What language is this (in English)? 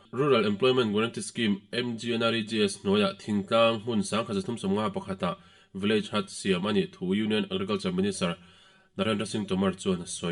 Mizo